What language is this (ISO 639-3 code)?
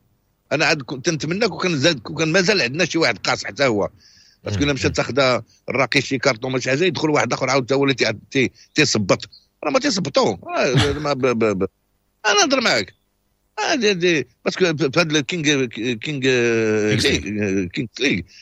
ary